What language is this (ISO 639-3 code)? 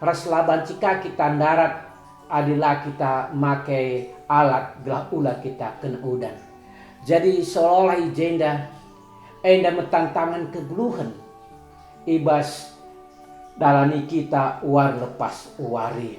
btx